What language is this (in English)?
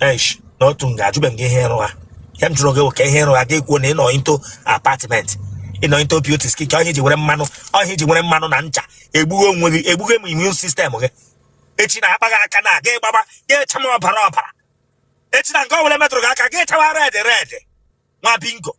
Igbo